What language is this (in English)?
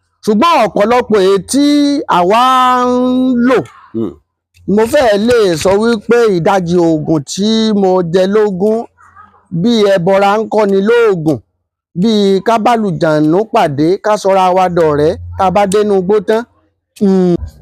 Yoruba